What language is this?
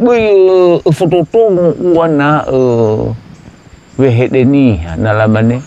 Nias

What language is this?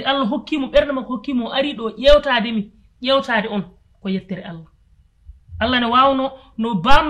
Fula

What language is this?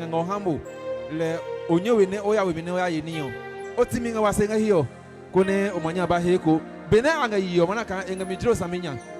Adangme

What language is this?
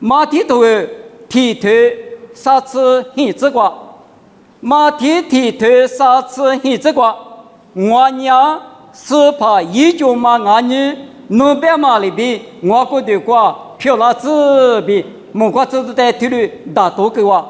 Lisu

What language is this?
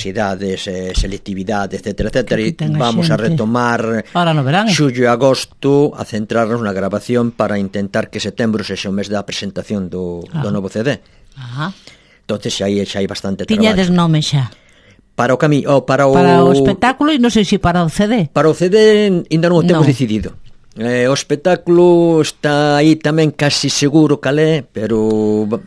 Galician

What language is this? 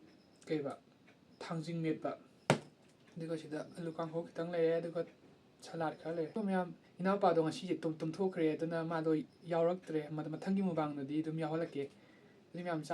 Manipuri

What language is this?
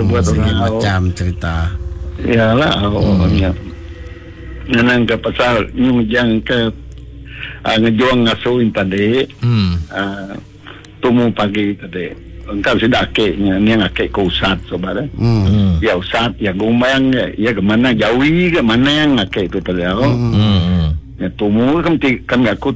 Iban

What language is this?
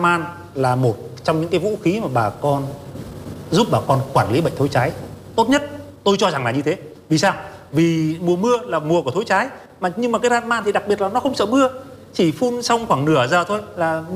Vietnamese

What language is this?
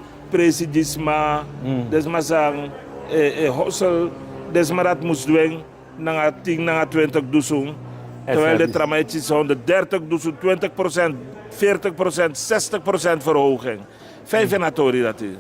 Sranan Tongo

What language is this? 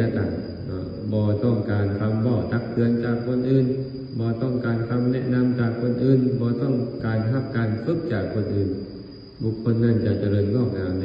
Lao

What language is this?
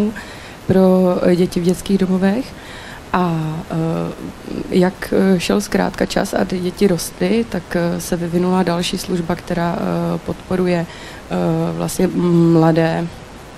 Czech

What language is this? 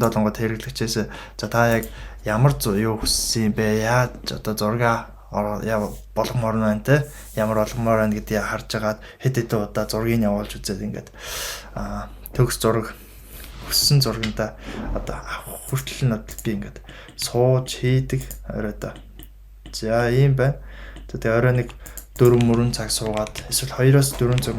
Mongolian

